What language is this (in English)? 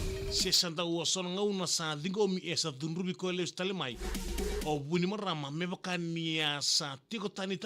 Fijian